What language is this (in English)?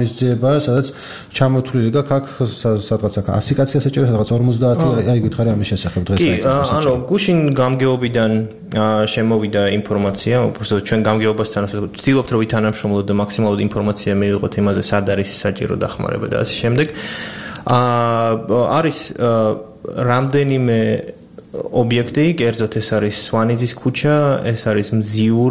Georgian